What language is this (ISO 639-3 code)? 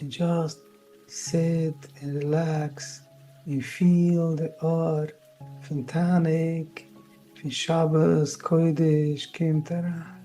yid